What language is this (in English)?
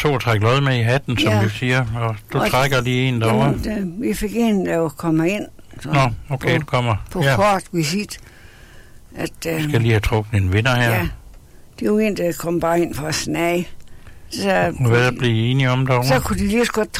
Danish